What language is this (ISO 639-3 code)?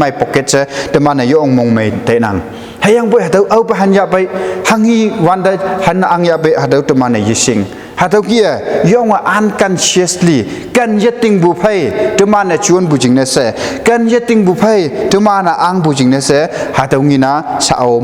nbe